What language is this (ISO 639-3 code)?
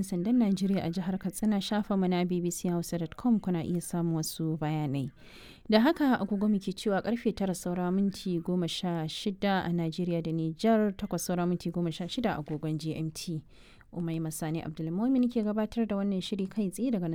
hau